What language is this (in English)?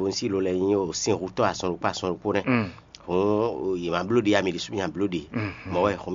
Fon